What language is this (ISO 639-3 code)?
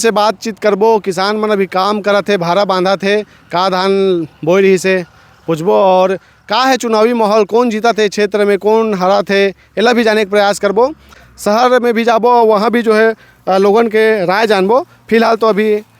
hne